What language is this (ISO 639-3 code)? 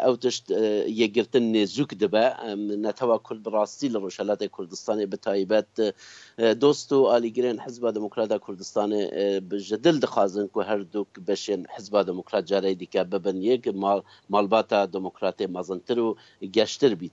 kur